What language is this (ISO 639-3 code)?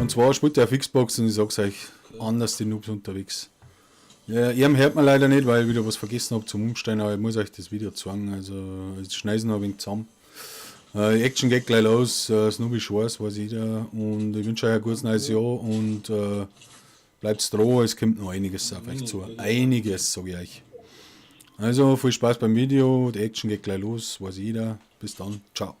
bar